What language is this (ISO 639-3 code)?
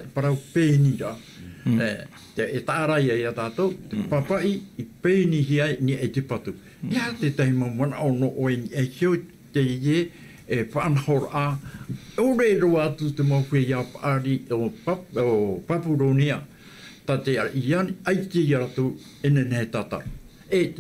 tah